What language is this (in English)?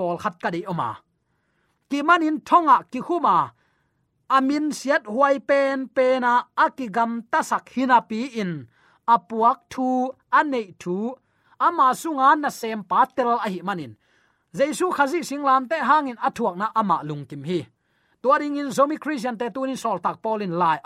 Tedim Chin